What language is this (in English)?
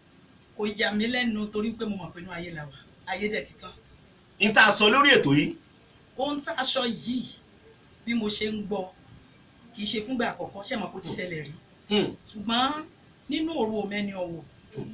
Yoruba